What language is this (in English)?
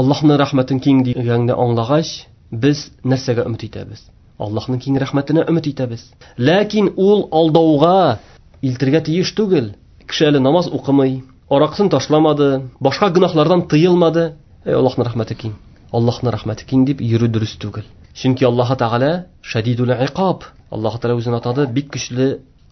Tatar